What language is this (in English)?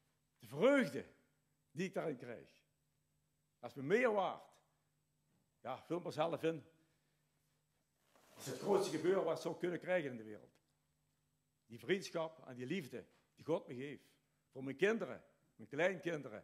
Dutch